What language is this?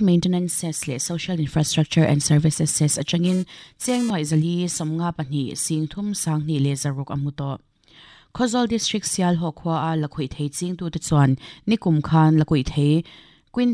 Mizo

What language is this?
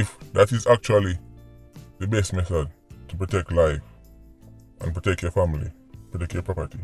Jamaican Creole English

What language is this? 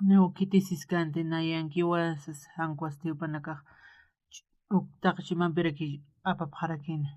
Aymara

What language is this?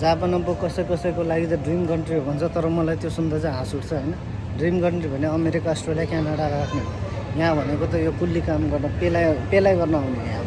Nepali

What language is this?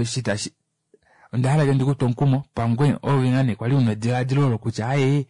Kuanyama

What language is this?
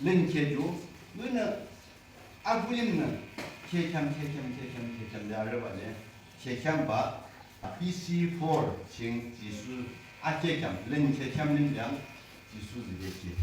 Yimchungru Naga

